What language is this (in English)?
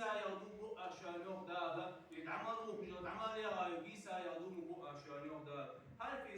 Ingush